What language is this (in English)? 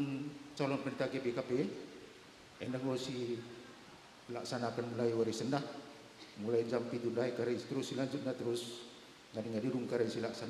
Batak Karo